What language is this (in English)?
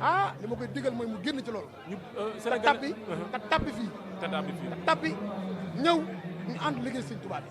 Wolof